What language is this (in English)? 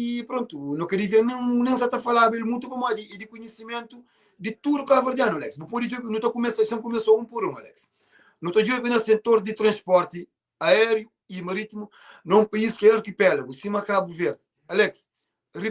Kabuverdianu